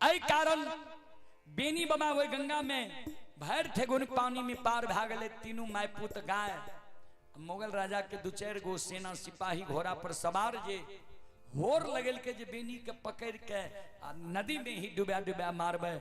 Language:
Maithili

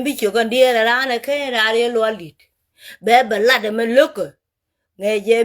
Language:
Nuer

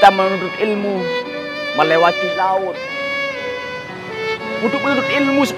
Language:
Indonesian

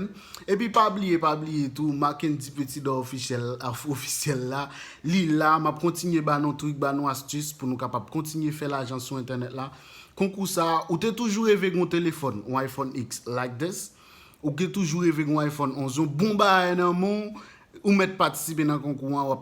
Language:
Haitian Creole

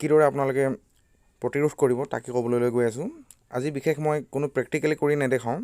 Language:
Assamese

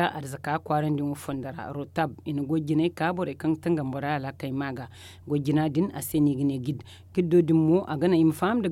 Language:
Zarma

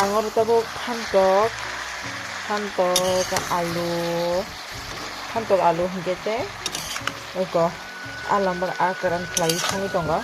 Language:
Kok Borok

